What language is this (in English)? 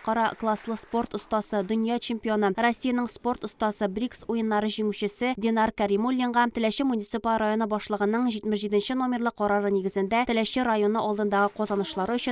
Tatar